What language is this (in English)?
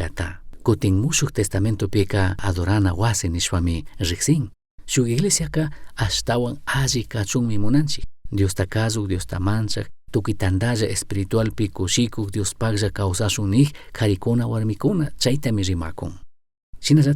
Chimborazo Highland Quichua